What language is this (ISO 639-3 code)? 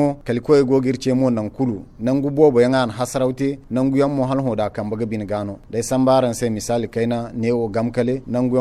dje